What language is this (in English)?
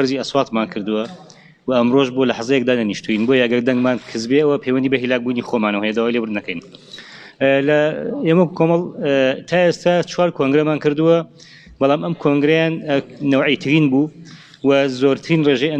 Central Kurdish